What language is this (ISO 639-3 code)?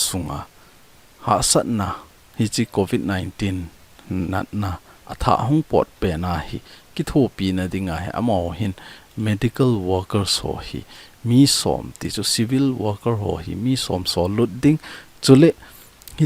tcz